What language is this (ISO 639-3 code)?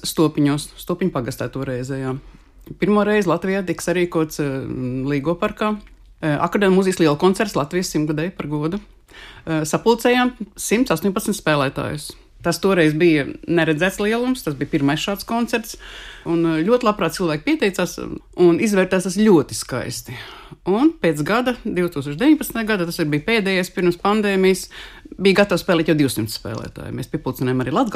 lav